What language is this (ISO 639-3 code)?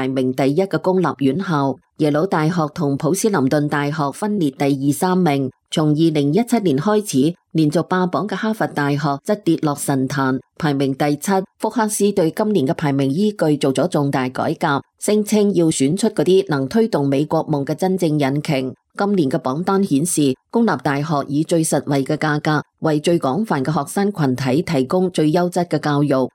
yue